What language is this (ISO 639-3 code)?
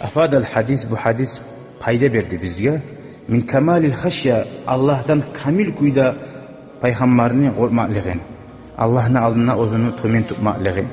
kum